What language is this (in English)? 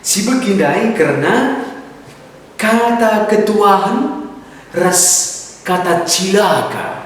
Batak Karo